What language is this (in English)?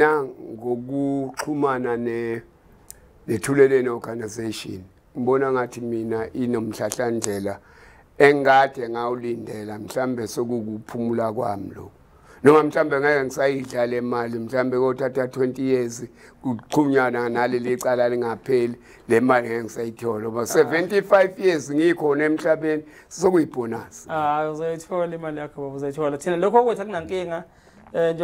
Zulu